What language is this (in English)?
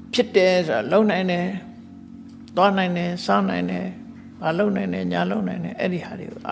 Burmese